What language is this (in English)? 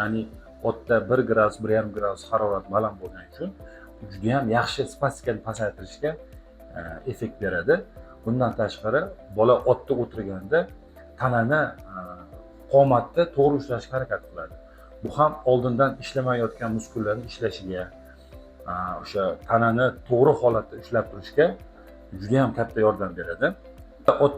Uzbek